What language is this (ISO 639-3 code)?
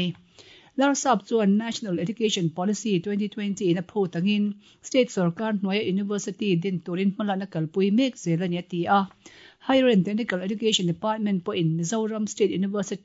lus